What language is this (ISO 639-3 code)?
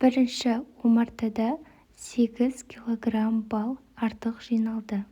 kaz